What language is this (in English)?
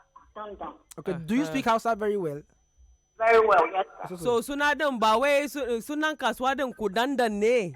Nigerian Pidgin